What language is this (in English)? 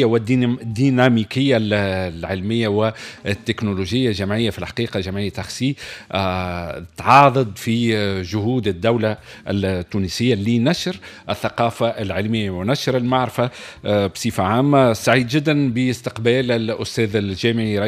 Tunisian Arabic